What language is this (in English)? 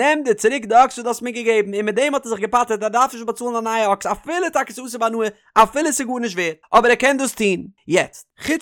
Yiddish